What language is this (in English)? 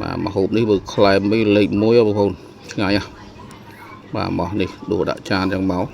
Khmer